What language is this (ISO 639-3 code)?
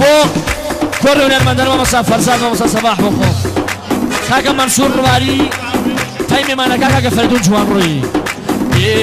hac